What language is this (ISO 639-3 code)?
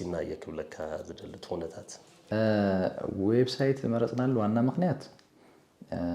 tir